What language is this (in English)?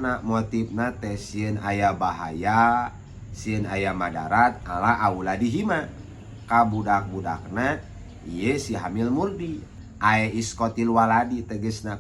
Sundanese